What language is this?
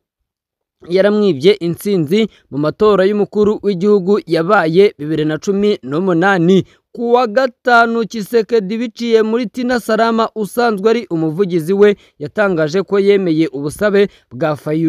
Kinyarwanda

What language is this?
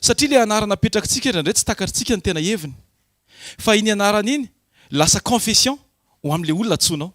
Malagasy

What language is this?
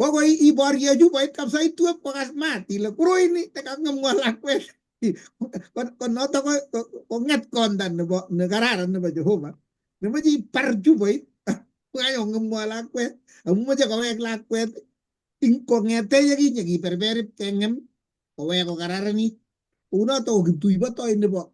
Kalenjin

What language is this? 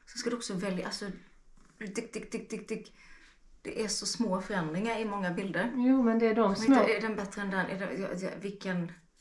Swedish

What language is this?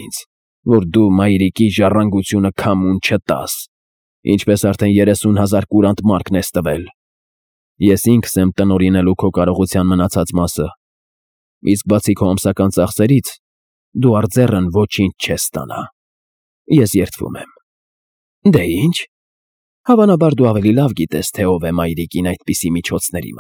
Armenian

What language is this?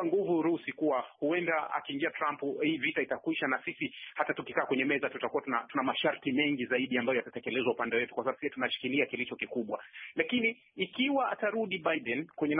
Swahili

